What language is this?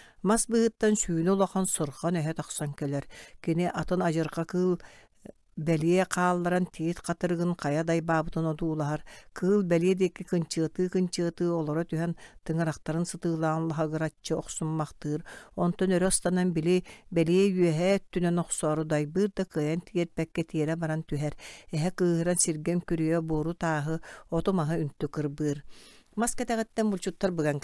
Yakut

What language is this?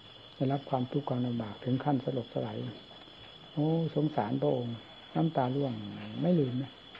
Thai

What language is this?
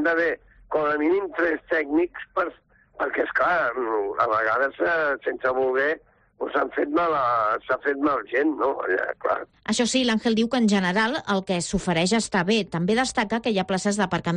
Catalan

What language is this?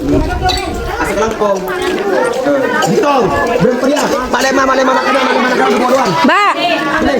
Madurese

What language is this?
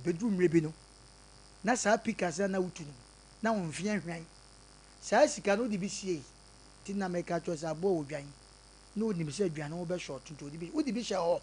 Akan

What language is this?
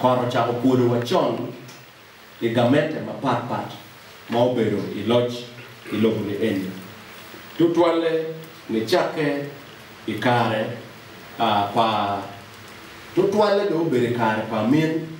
Acoli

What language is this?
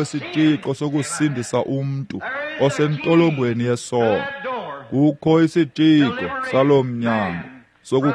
Xhosa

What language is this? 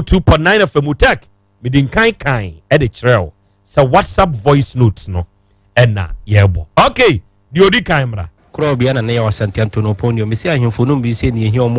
Akan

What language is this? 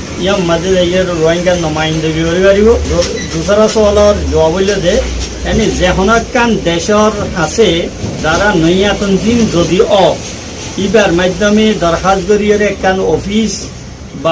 Rohingya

